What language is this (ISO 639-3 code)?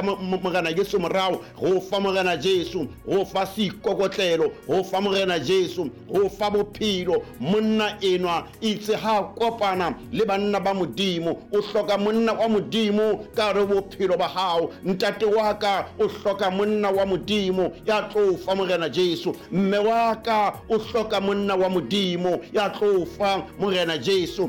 sot